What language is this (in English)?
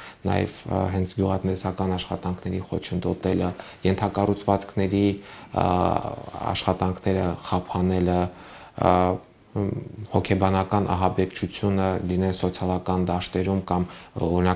Armenian